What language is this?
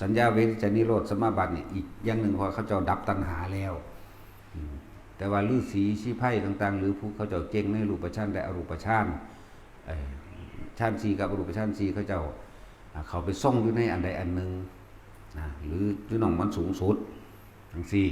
Lao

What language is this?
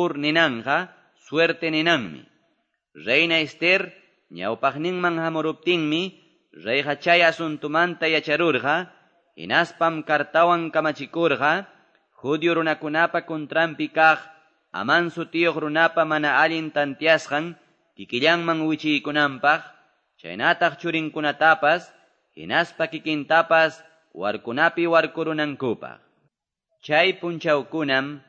Quechua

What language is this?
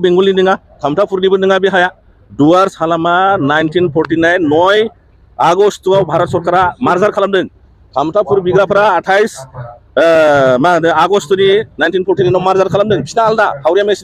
Bodo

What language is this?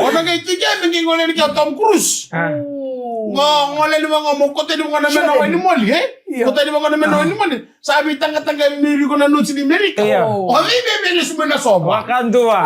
Fijian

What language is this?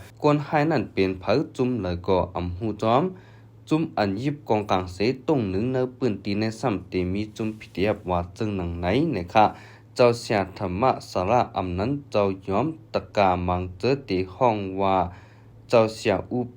Shan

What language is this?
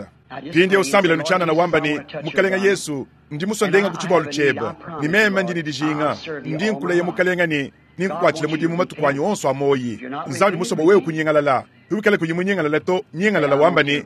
Luba-Lulua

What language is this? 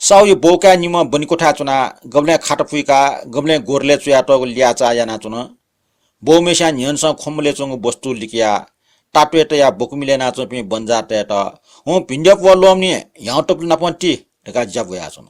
Newari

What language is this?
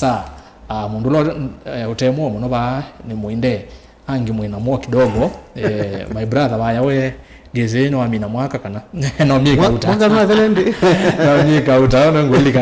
Kamba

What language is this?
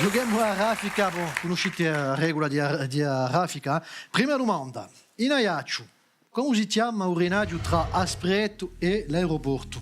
Corsican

